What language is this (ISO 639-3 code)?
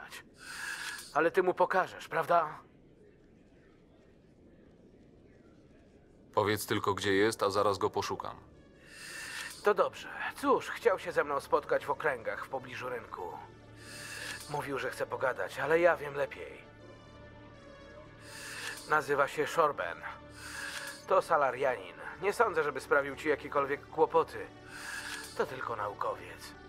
pol